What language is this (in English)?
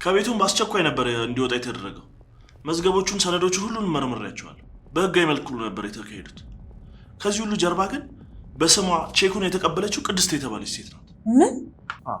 Amharic